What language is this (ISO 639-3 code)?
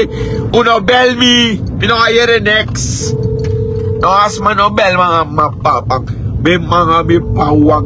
srn